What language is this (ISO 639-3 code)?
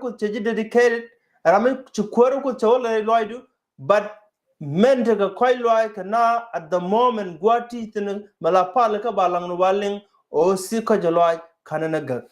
nus